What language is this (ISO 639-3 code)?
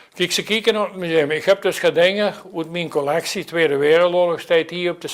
lim